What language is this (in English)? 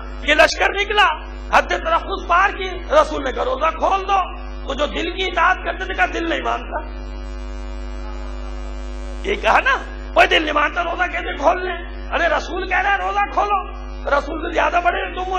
Urdu